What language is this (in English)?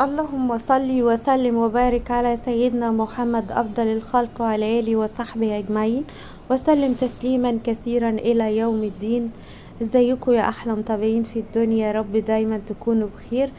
Egyptian Arabic